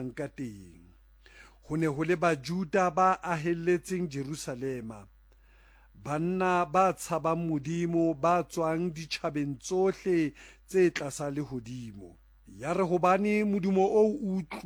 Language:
Southern Sotho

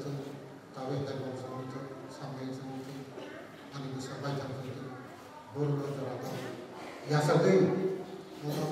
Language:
Kok Borok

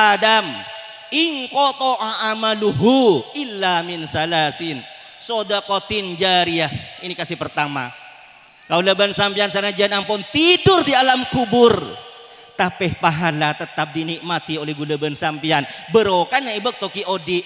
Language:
Madurese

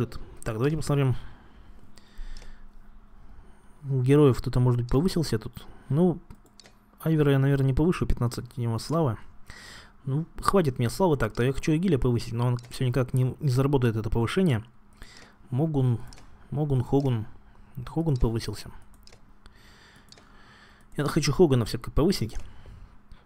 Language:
Russian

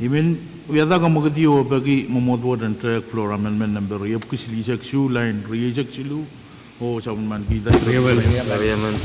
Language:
Pohnpeian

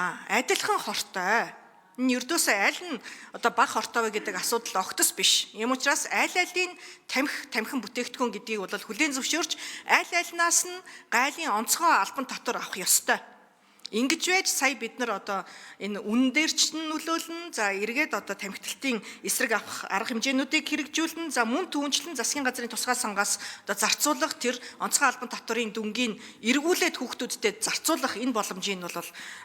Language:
Mongolian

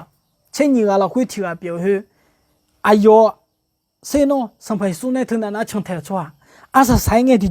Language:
Akha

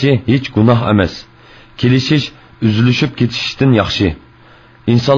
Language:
Uyghur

